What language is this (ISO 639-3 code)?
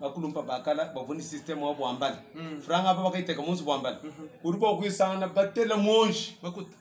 lua